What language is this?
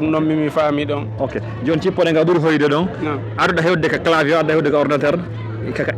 Fula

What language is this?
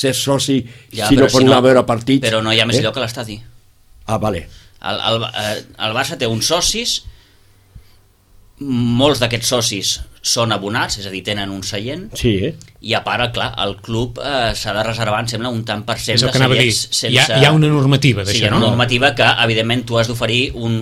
Catalan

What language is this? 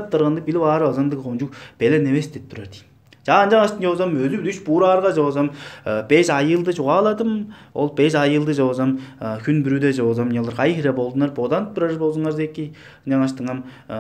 Tuvinian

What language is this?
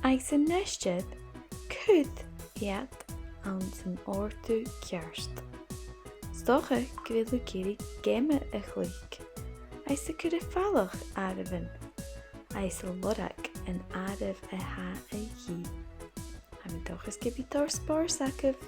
Scottish Gaelic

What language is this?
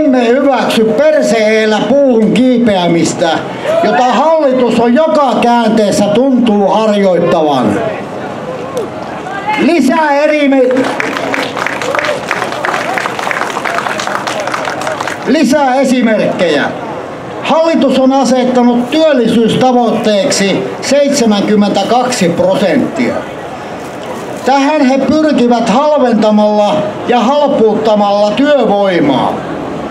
Finnish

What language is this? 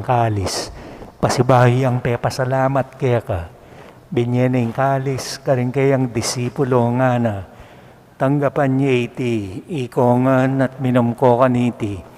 Pampanga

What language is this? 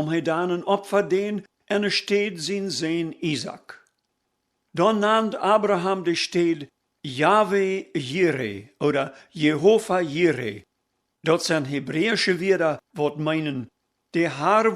Plautdietsch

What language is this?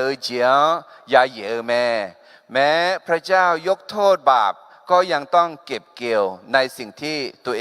Akha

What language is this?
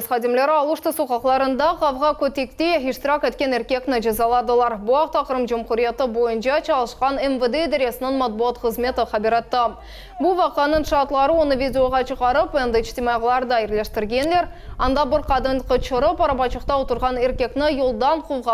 Crimean Tatar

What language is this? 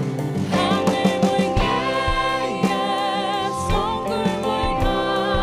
Faroese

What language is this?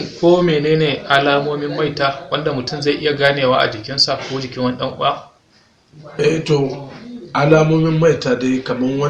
Hausa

